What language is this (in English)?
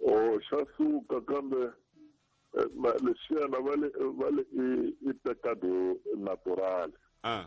Tsonga